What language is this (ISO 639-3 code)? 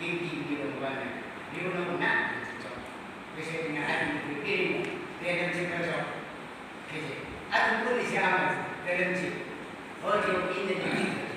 yim